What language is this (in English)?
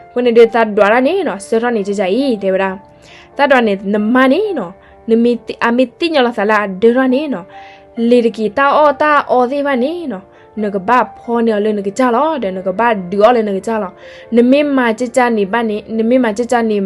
S'gaw Karen